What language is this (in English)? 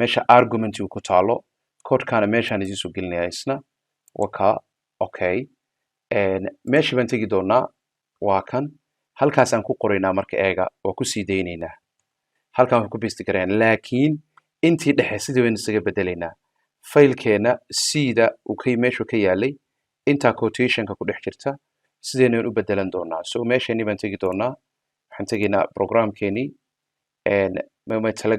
Somali